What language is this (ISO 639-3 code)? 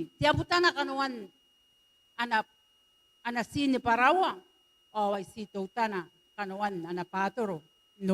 gil